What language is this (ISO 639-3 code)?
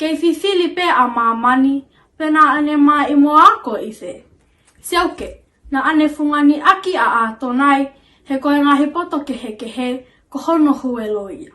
ton